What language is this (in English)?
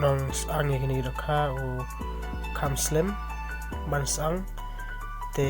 Khasi